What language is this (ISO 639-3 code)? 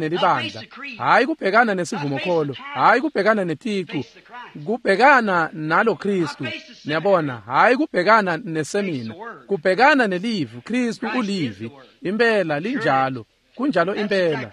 ssw